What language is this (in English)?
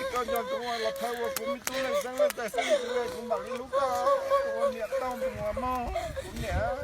Hmong